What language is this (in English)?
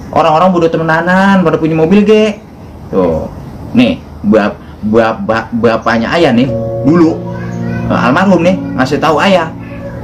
Betawi